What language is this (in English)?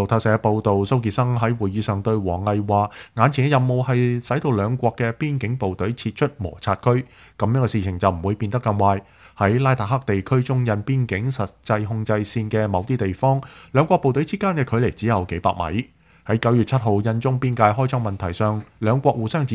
Cantonese